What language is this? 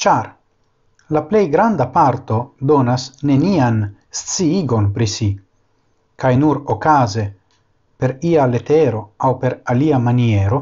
Esperanto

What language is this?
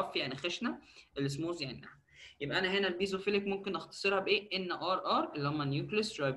Egyptian Arabic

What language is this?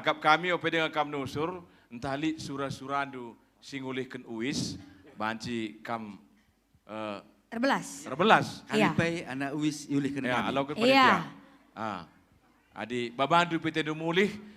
Batak Karo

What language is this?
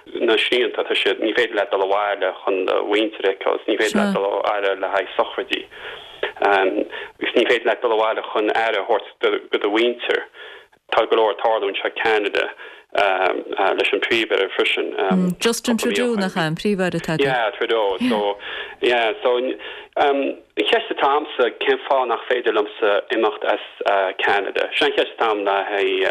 Irish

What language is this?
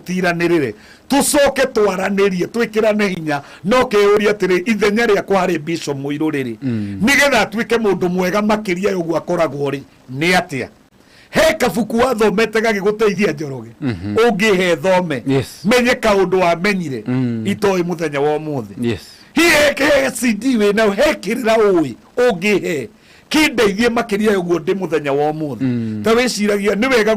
Kikuyu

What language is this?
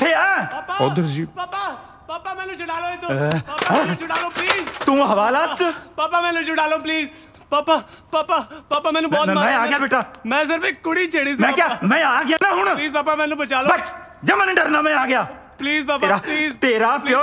Punjabi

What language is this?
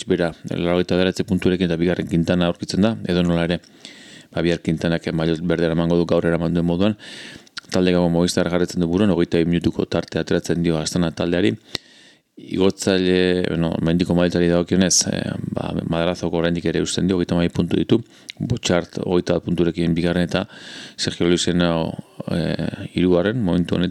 Basque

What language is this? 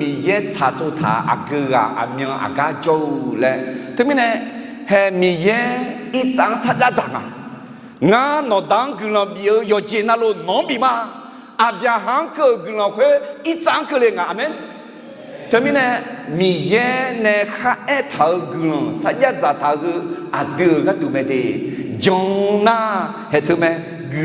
Akha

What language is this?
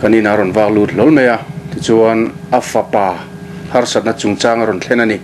Mizo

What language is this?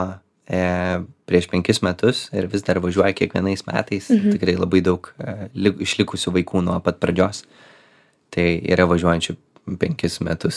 Lithuanian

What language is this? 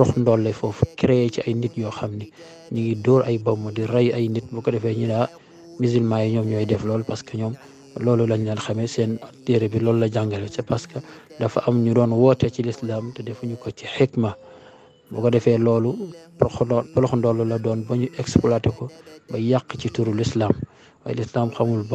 Wolof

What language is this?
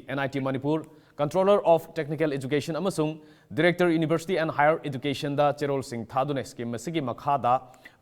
Manipuri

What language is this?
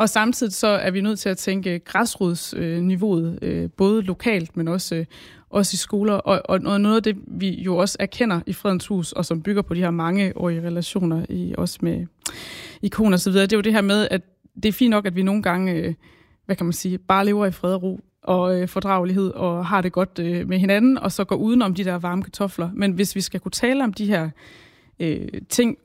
Danish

